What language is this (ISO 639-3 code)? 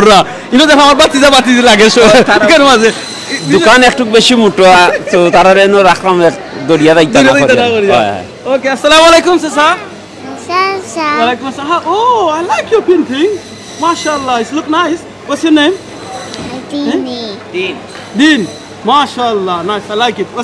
syl